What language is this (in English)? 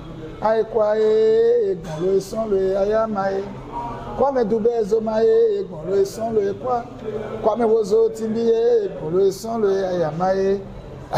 Lingala